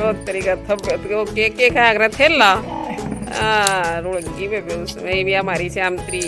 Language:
Haryanvi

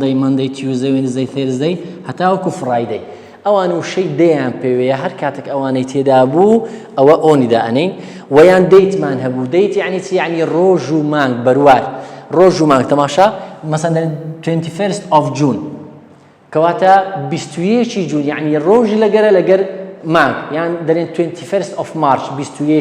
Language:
Central Kurdish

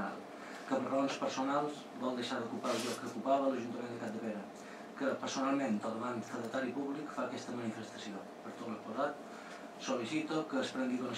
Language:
Catalan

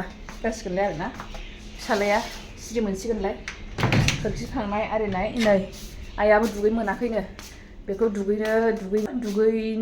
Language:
Bodo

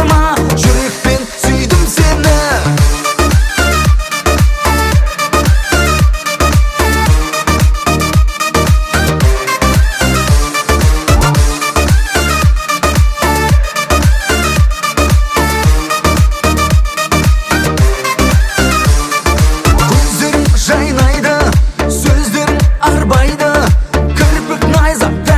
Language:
Kazakh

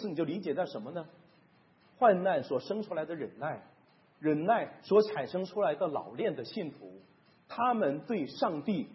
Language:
Chinese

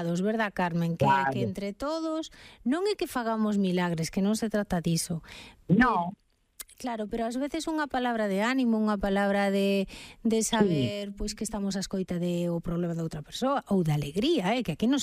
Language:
Galician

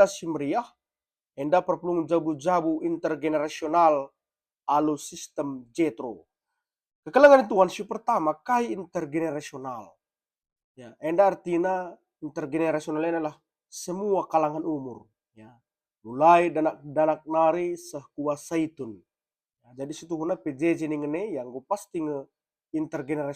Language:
Batak Karo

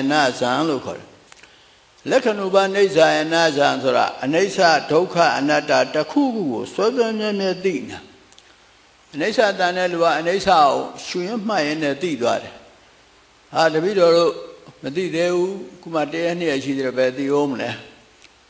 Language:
Burmese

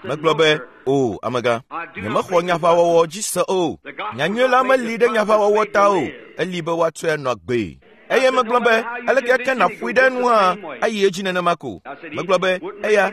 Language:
Ewe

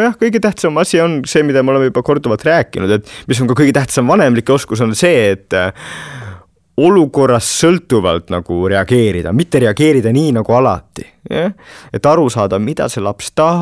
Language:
Estonian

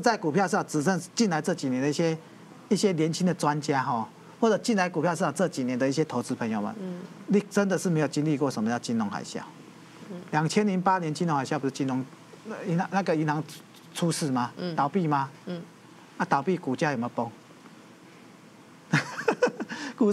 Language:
Chinese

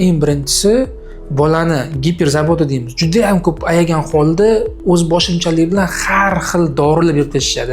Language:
Uzbek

